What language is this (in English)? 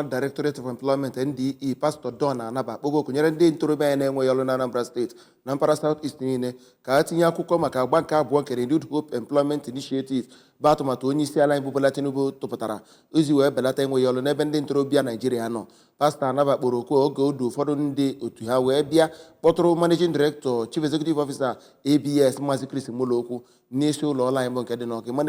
Igbo